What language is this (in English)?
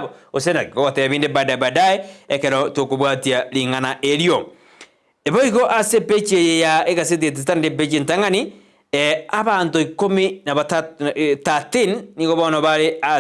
Gusii